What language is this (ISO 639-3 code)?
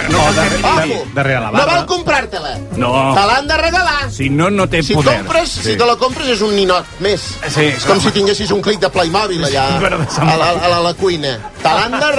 cat